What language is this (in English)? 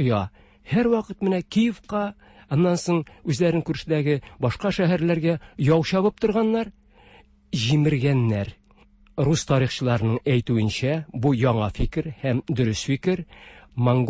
Tatar